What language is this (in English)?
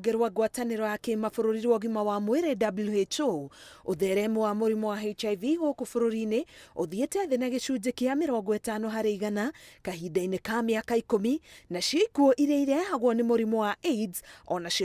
Kikuyu